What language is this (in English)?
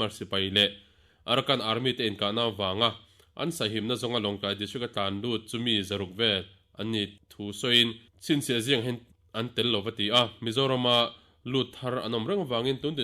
Mizo